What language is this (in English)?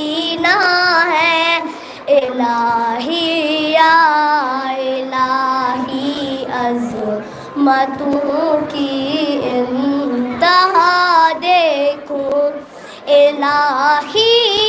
Kashmiri